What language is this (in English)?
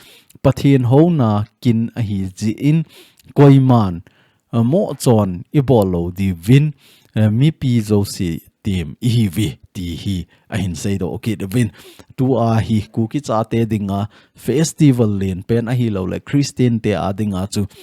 Thado Chin